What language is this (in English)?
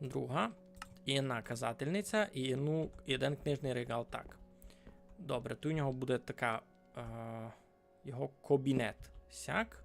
Rusyn